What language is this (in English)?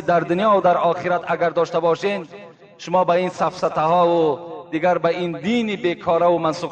Tajik